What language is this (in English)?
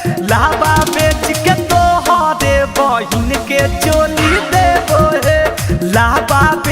Magahi